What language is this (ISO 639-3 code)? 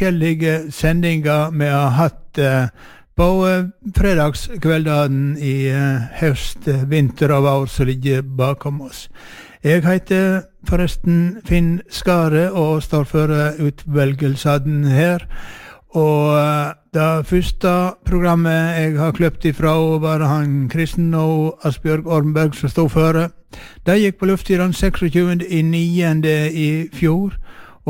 nor